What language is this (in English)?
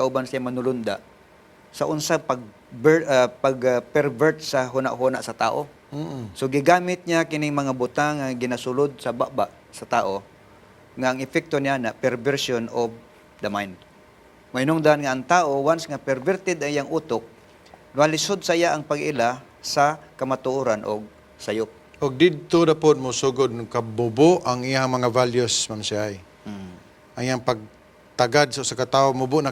Cebuano